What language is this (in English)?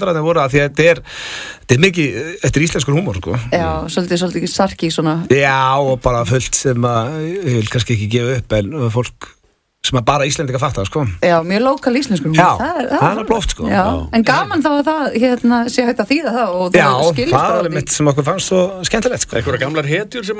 Icelandic